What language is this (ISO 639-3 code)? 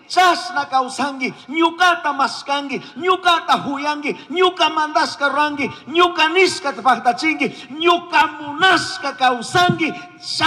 qug